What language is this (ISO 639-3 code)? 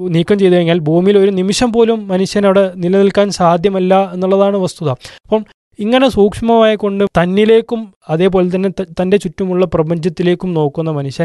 mal